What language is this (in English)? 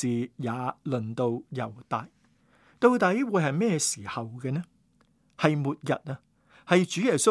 Cantonese